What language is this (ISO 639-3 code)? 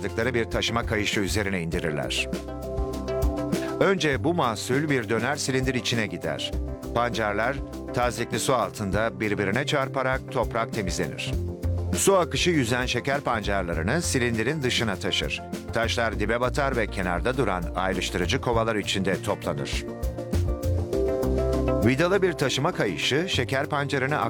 tur